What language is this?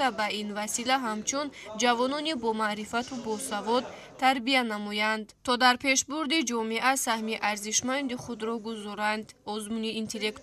Tajik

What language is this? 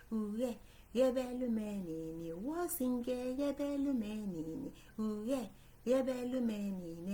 Igbo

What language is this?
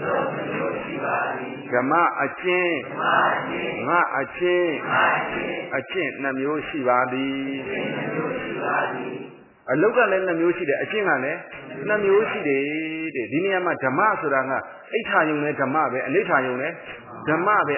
Burmese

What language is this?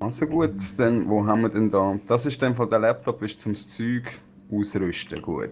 Swiss German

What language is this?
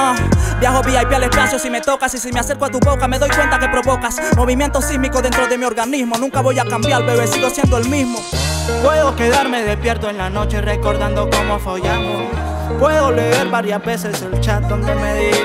Spanish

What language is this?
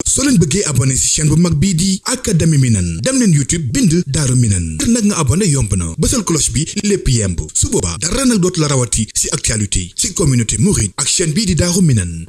Wolof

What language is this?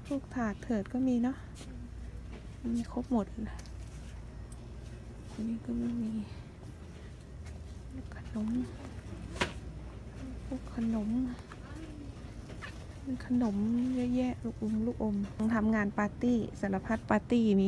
Thai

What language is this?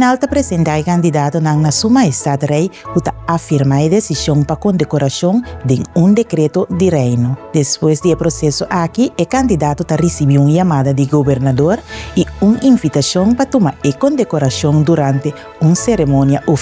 Papiamento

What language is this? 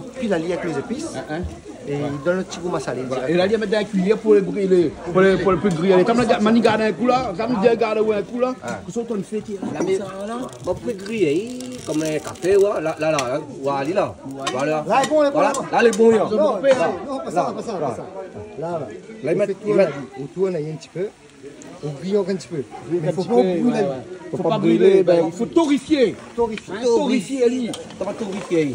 Réunion Creole French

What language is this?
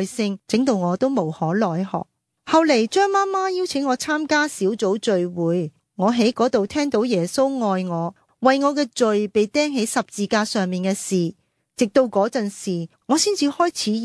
Cantonese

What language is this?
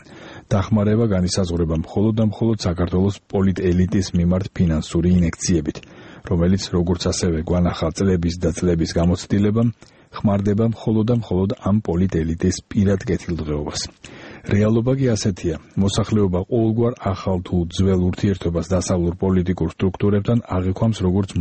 Georgian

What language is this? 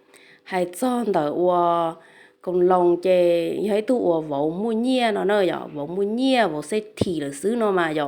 Hmong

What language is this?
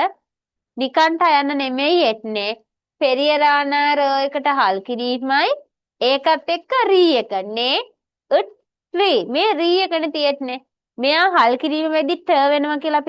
Sinhala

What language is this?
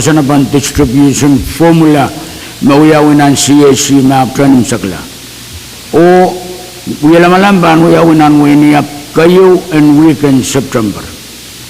Pohnpeian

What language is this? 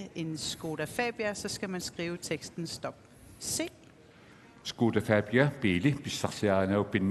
Kalaallisut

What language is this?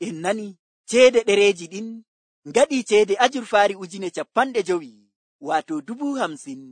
Nigerian Fulfulde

